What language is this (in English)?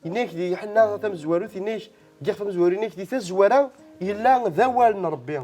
Kabyle